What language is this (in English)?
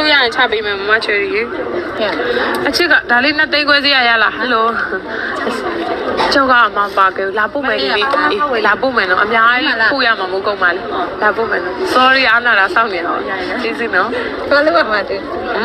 Burmese